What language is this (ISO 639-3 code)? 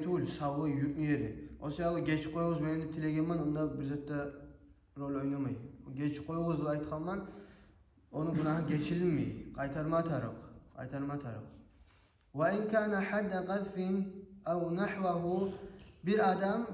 kum